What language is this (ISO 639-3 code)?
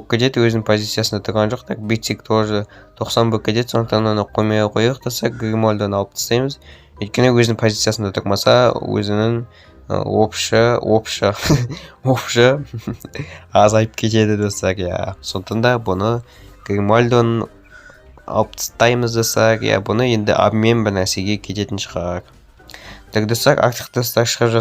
kaz